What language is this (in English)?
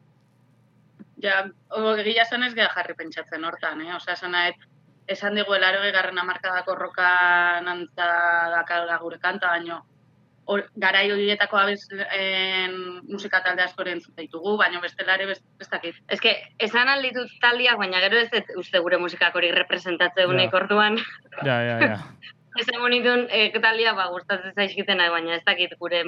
Basque